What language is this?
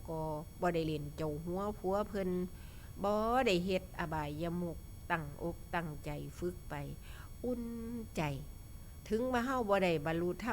Northeastern Thai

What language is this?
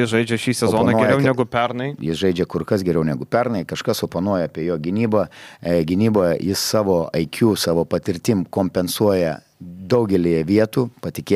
Lithuanian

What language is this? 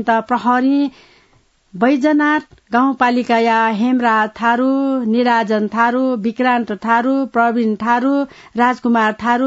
Newari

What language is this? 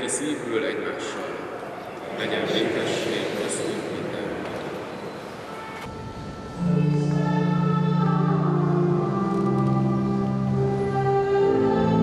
Hungarian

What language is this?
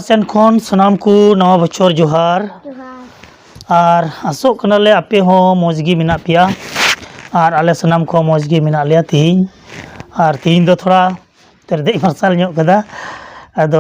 Santali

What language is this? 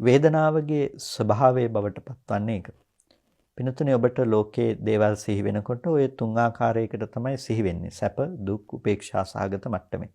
Sinhala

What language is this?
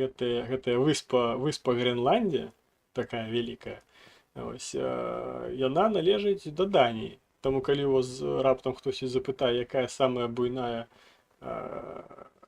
Belarusian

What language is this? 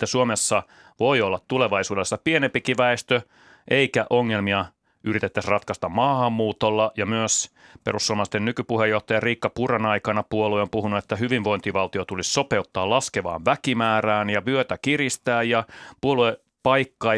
Finnish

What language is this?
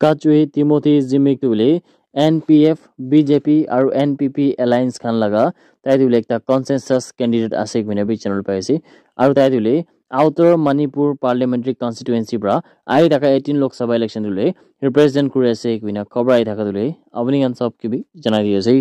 Naga Pidgin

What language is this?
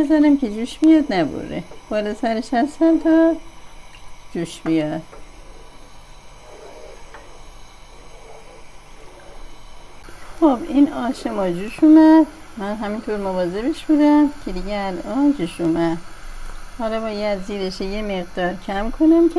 Persian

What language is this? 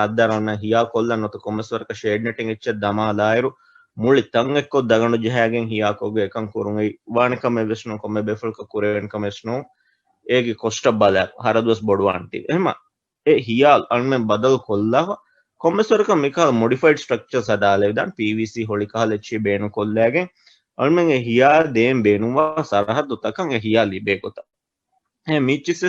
Divehi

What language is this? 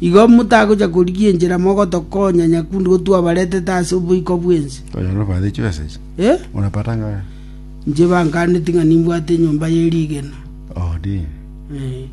Gusii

